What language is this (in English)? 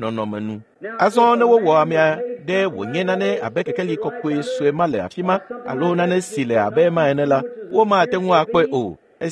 Ewe